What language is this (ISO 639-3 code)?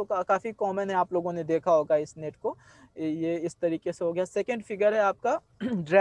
hin